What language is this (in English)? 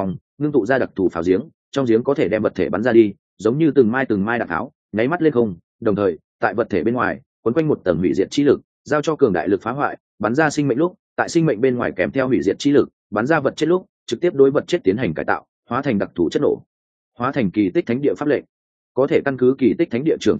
Vietnamese